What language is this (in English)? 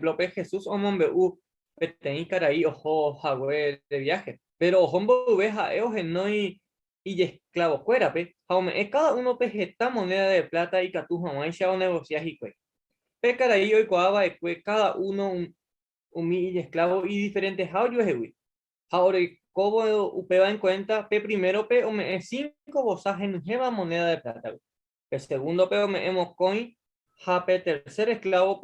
Guarani